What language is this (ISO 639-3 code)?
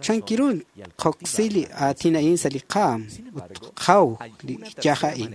kek